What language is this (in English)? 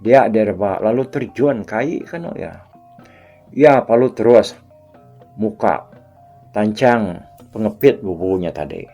Iban